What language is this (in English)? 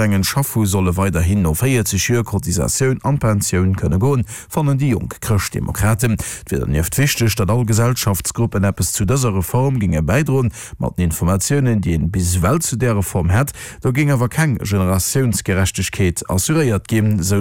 Luxembourgish